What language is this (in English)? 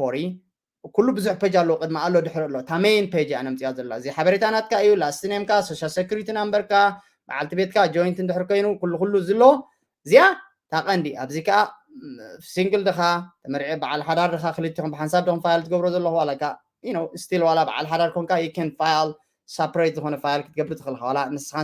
Tigrinya